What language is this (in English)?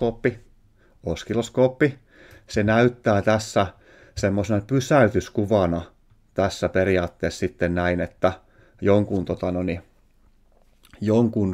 Finnish